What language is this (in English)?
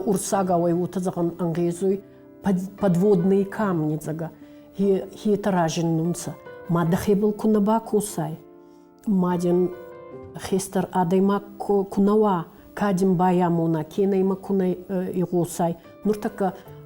Ossetic